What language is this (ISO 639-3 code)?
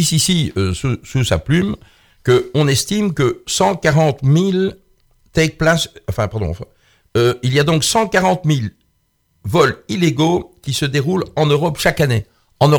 fra